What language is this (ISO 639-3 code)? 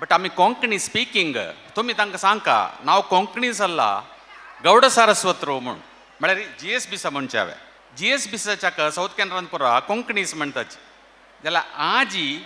kok